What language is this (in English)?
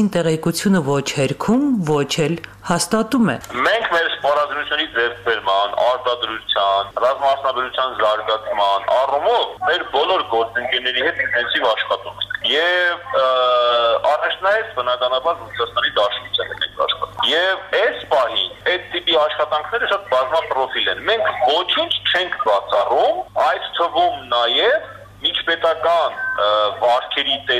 Armenian